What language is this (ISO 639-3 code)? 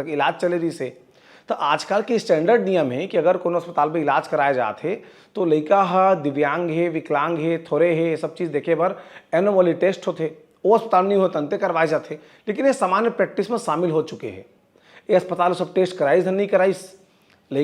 hne